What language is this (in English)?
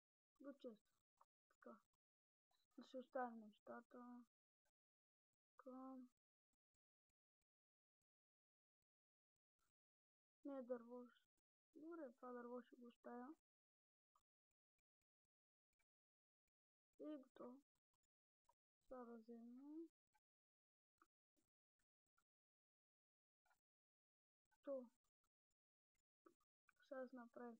Bulgarian